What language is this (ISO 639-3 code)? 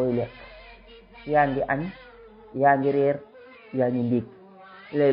wol